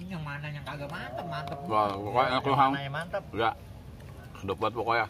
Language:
Betawi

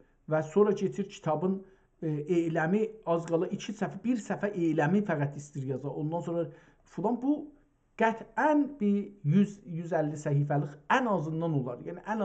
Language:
South Azerbaijani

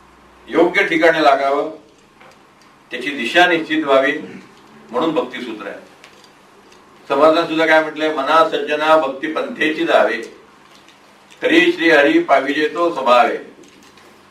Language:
Marathi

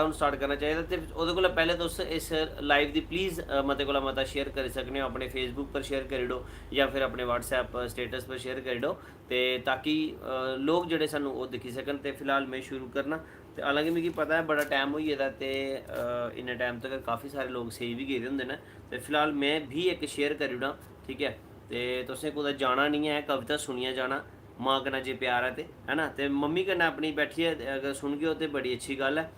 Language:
Dogri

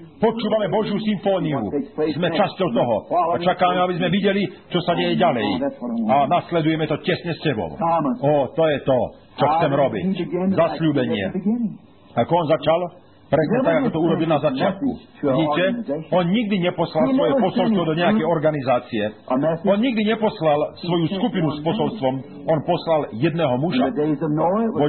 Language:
Slovak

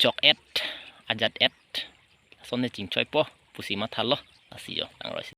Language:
Karbi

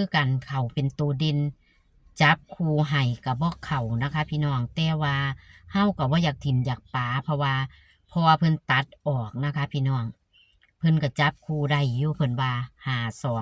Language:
Northeastern Thai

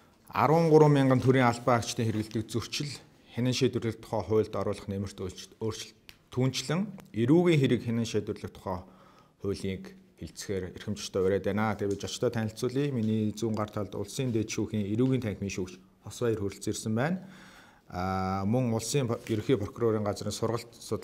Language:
Mongolian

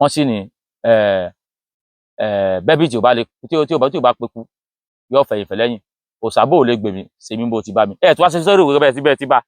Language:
Yoruba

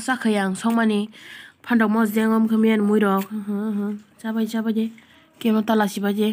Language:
Kok Borok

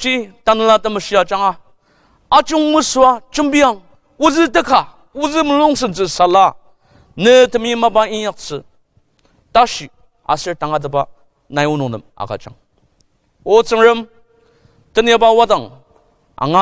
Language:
Ao Naga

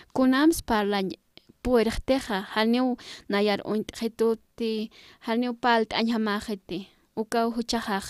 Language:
Aymara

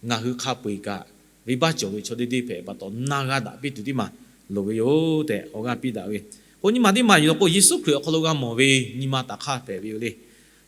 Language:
Lahu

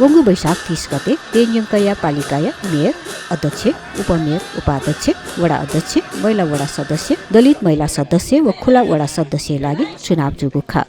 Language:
Newari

